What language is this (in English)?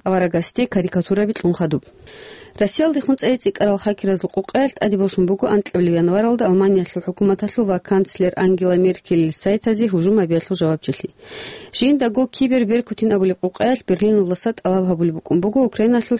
Avaric